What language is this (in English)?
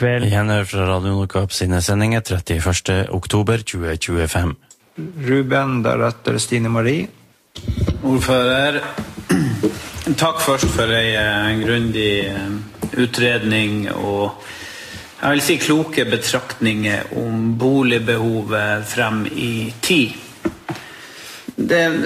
Norwegian